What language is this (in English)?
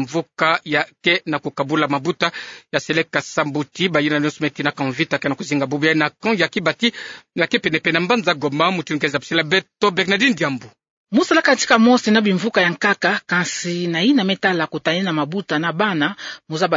Kituba (Democratic Republic of Congo)